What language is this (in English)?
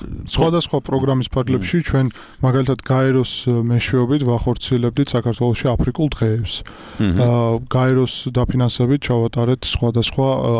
Georgian